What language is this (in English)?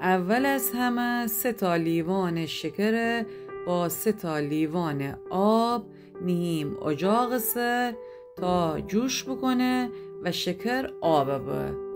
Gilaki